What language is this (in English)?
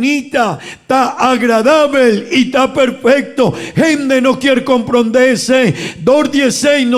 Papiamento